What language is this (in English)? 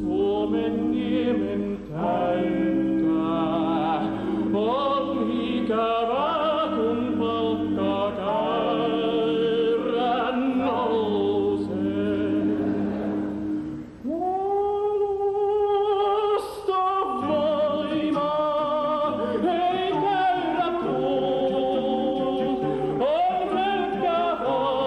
Finnish